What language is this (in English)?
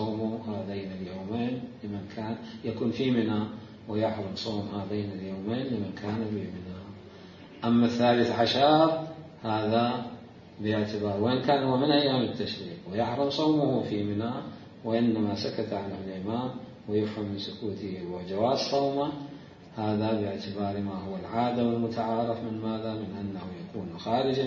Mesopotamian Arabic